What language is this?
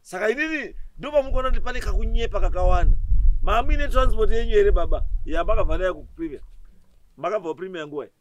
Shona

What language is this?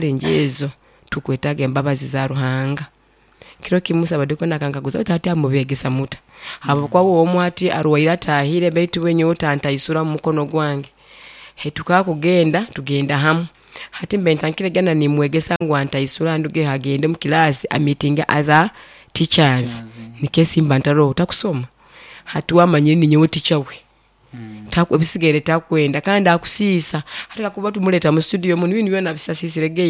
Nyoro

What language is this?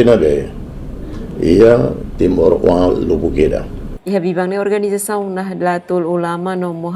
Tetum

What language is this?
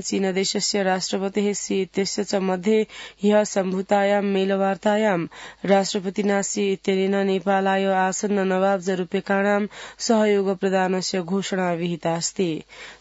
Sanskrit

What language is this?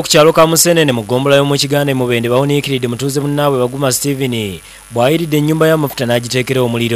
Ganda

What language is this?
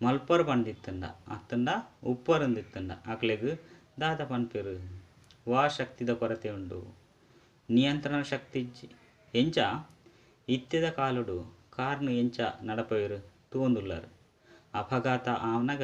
Tulu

